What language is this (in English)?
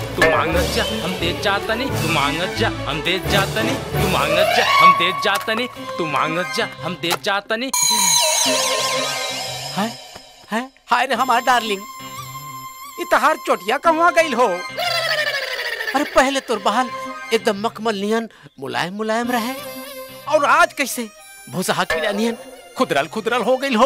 Bhojpuri